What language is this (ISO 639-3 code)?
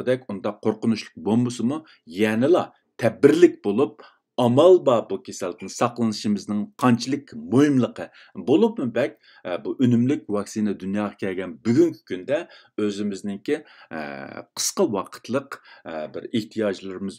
uig